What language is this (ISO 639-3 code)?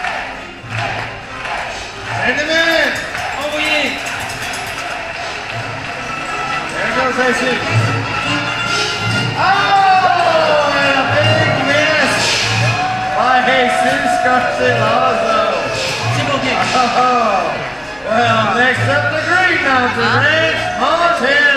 eng